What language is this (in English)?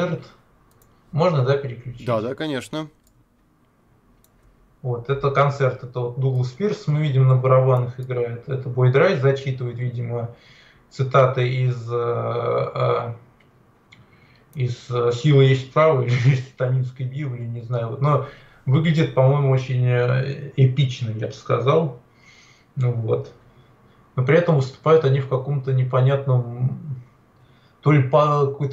Russian